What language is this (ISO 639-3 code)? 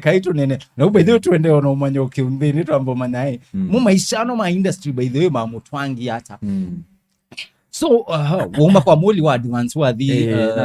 kam